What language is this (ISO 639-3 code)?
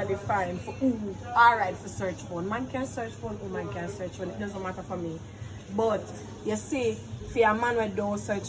jam